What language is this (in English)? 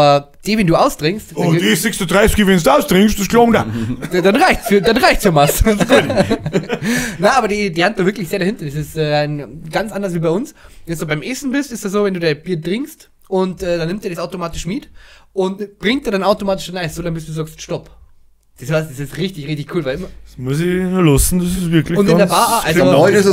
Bavarian